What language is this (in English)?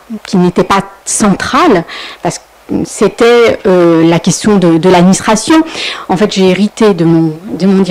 French